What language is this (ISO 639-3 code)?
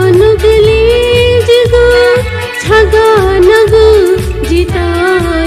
new